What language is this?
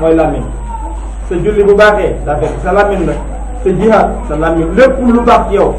Wolof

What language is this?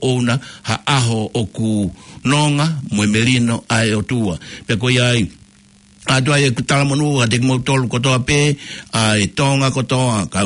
Tongan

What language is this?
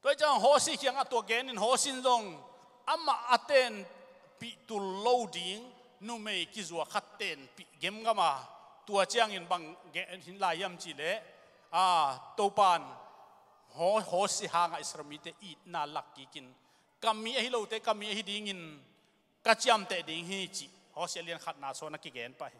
Tedim Chin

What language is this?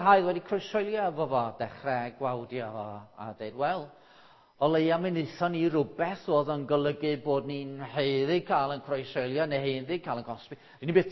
Welsh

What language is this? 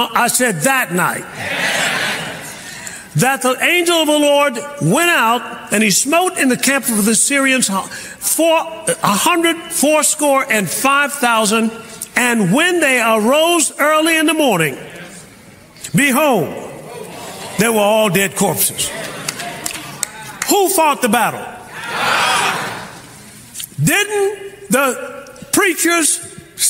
English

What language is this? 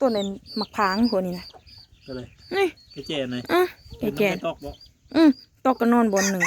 Northeastern Thai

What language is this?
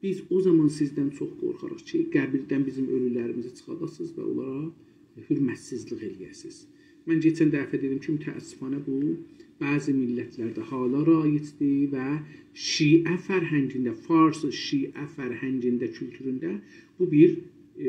South Azerbaijani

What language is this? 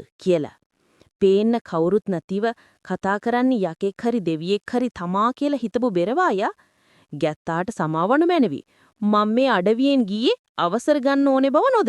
Sinhala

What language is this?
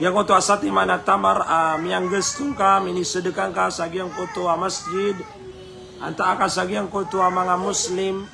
Maranao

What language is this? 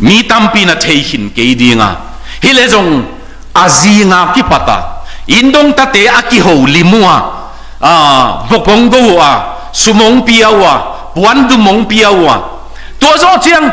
Tedim Chin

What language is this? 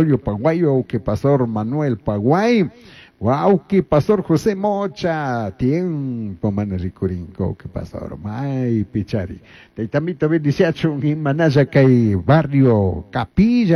Chimborazo Highland Quichua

